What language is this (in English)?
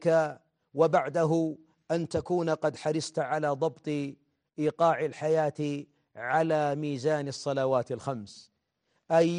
Arabic